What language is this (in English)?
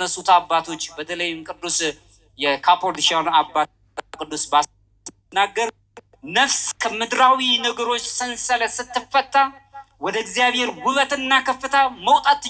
Amharic